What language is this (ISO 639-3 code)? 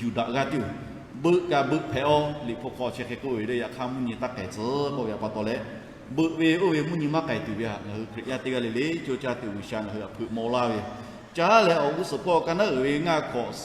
lhu